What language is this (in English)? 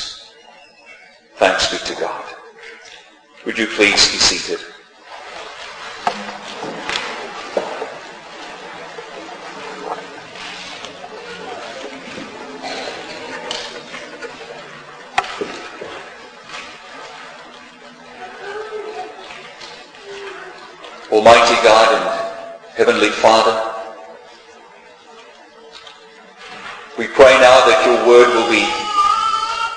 English